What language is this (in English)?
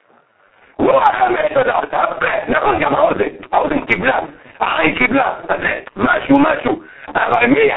Hebrew